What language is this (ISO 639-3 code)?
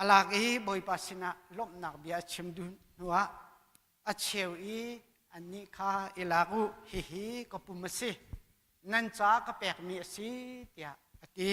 cnh